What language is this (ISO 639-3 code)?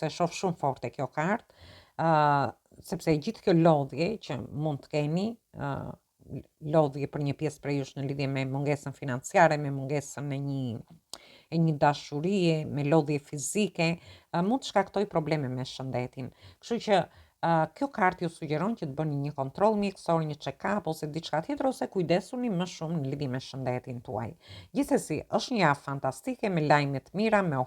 sqi